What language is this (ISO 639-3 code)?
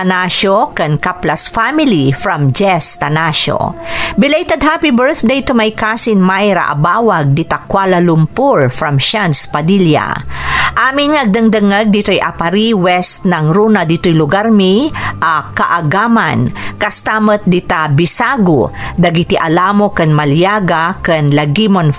ilo